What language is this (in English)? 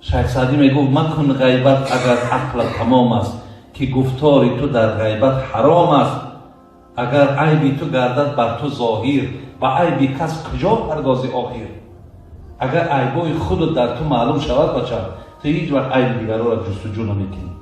Tajik